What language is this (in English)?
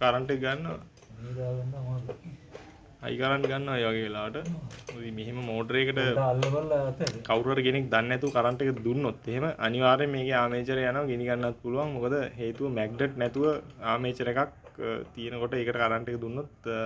Sinhala